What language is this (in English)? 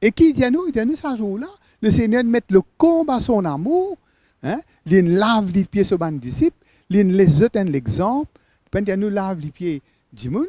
Morisyen